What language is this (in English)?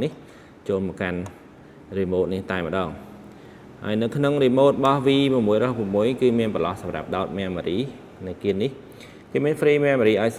Khmer